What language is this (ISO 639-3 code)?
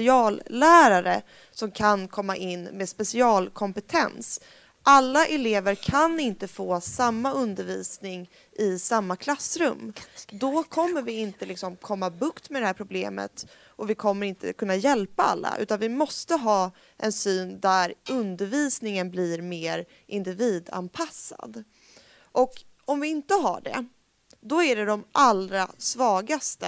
swe